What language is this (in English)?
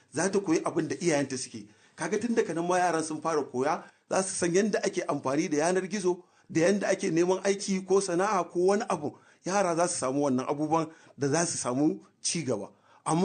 Hausa